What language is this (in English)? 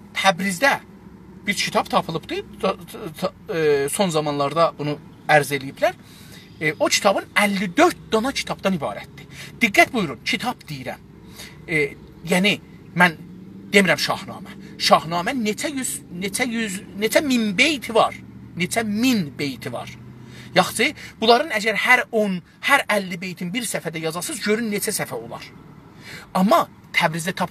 South Azerbaijani